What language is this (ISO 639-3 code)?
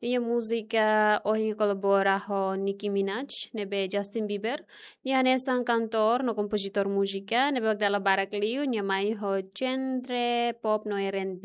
tet